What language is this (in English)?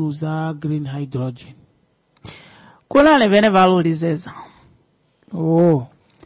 Swahili